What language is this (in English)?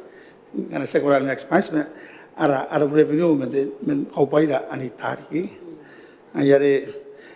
Gilbertese